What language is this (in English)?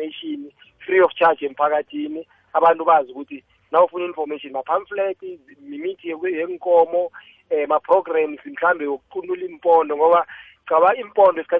South Ndebele